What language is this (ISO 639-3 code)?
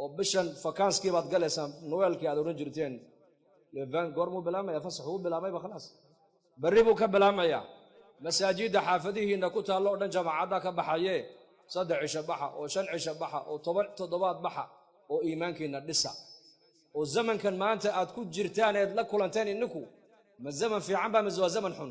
som